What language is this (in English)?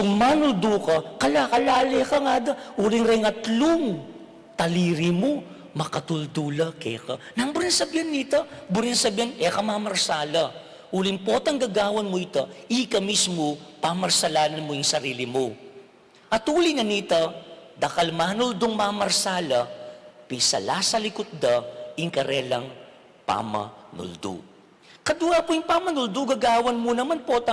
Pampanga